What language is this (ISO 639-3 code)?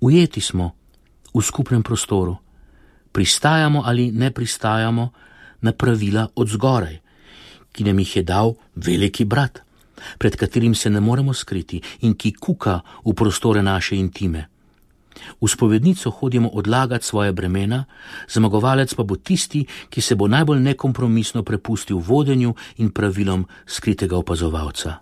slv